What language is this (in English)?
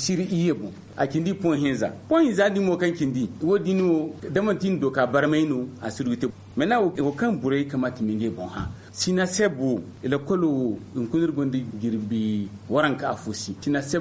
Zarma